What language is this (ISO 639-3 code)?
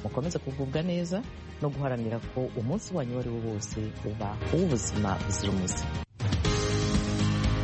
kin